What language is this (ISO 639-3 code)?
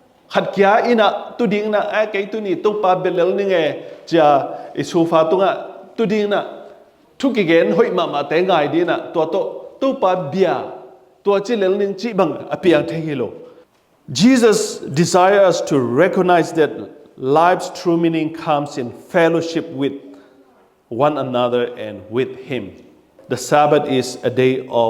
ctd